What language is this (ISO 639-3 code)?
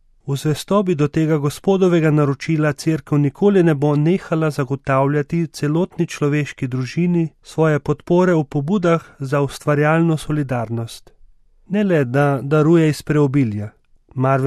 slv